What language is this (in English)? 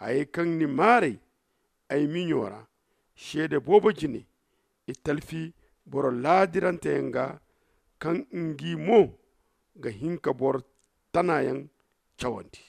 Zarma